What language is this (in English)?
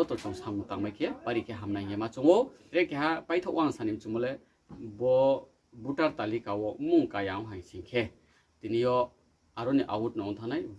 Riang (India)